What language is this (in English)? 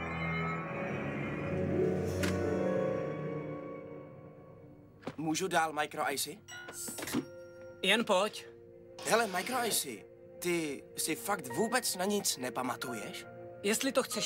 Czech